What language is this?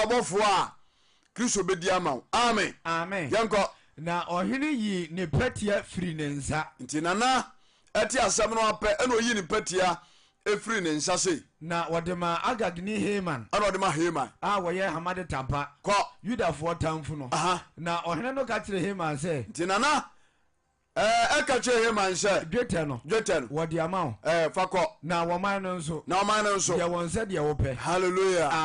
Akan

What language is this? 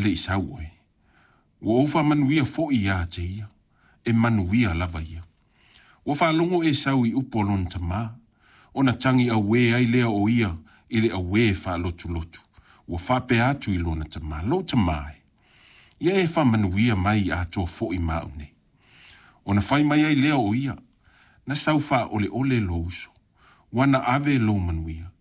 Samoan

